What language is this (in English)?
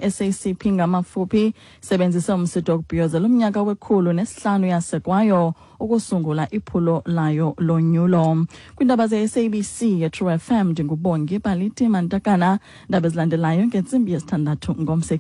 Xhosa